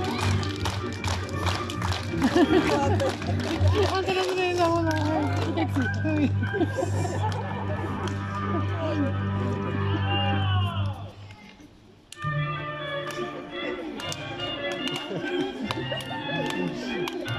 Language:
Slovak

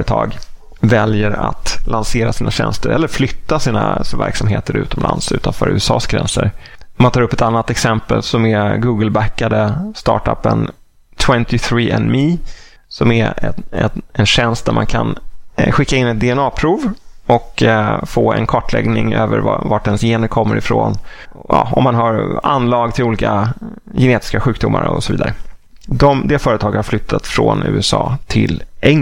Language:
Swedish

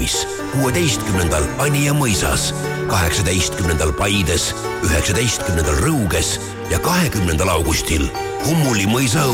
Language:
Estonian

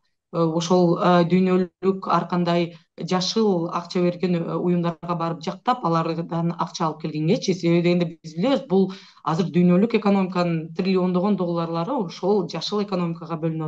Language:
Kyrgyz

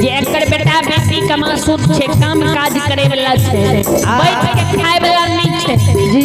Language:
Maithili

